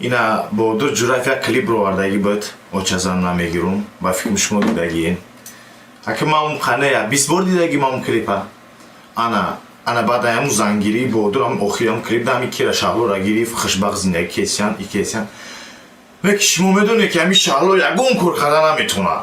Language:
Tajik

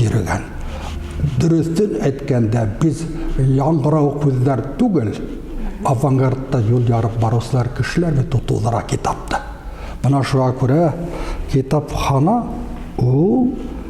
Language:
Bashkir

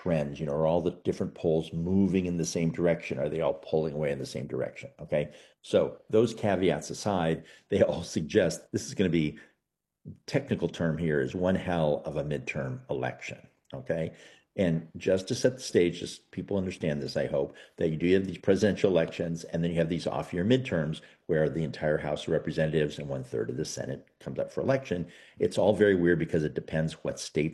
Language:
English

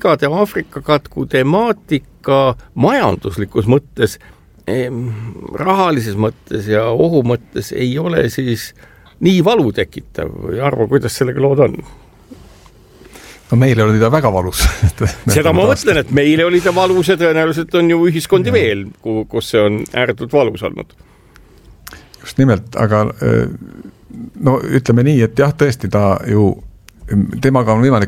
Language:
Estonian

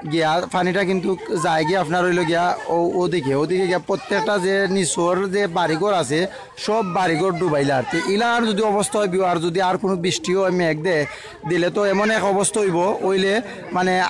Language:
Sylheti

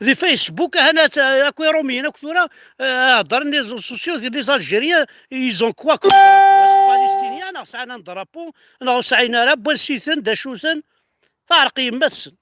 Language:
Kabyle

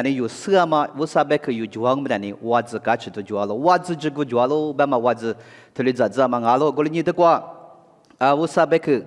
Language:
Lisu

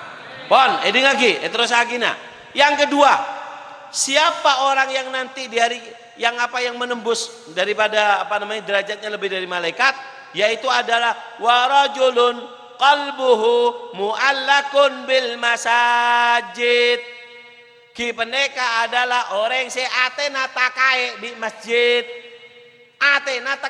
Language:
Madurese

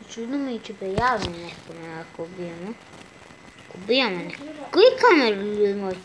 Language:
Bosnian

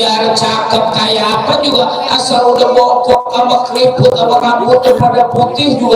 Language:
Betawi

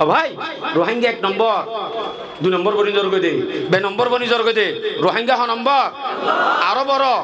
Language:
Rohingya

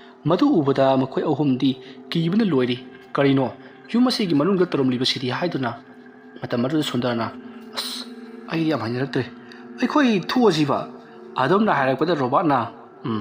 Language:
Manipuri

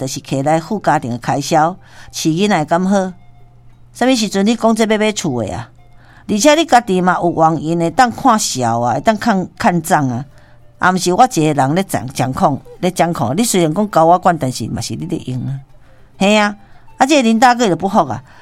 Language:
Min Nan Chinese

